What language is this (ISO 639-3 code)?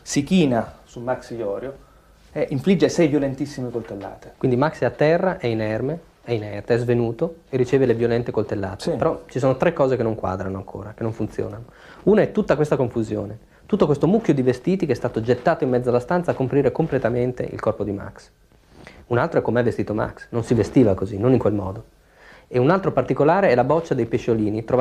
ita